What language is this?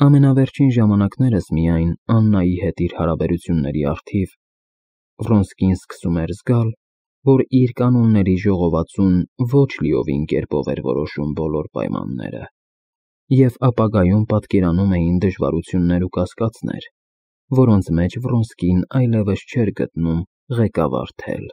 Armenian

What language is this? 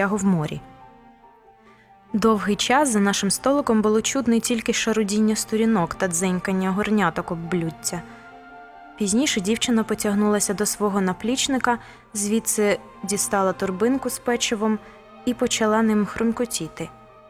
Ukrainian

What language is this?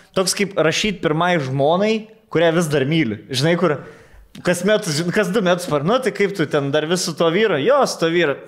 Lithuanian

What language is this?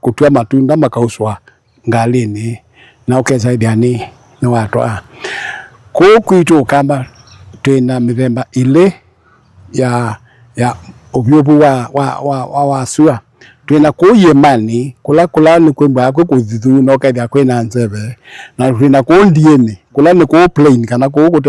Kamba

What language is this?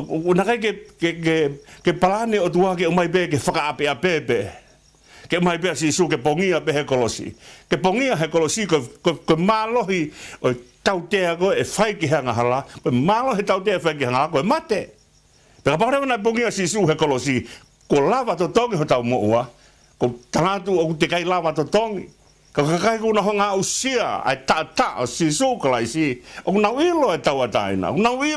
Tongan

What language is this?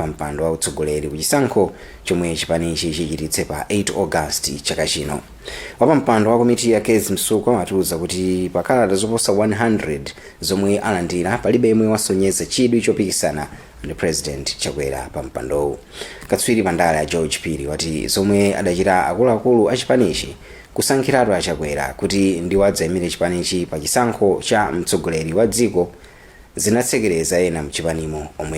Nyanja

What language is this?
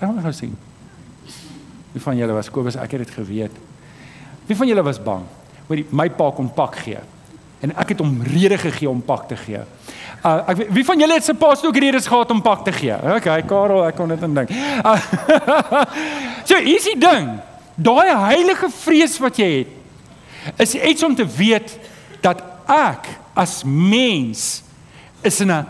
Afrikaans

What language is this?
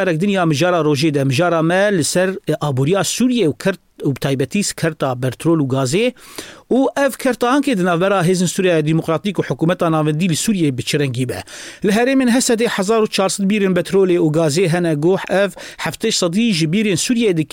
Kurdish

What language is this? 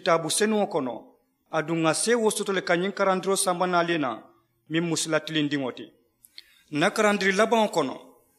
Mandingo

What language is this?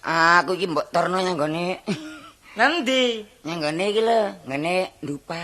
Javanese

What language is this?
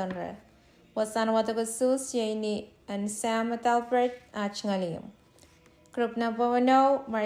Pohnpeian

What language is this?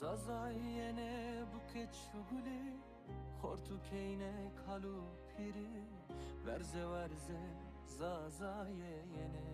Zaza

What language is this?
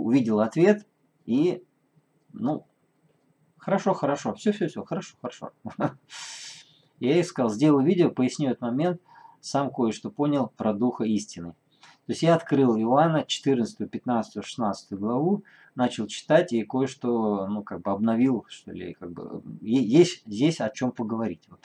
Russian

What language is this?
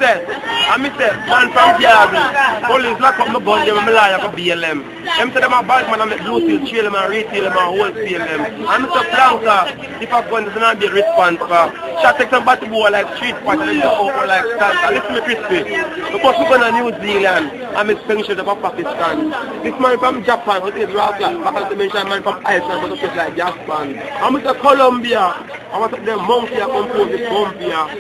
Jamaican Creole English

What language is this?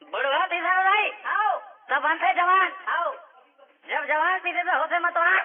Chhattisgarhi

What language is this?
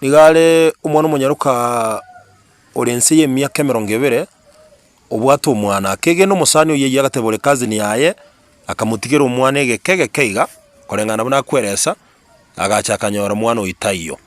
Gusii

